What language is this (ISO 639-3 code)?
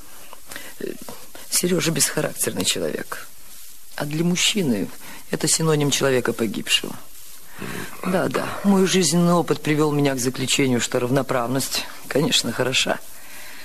rus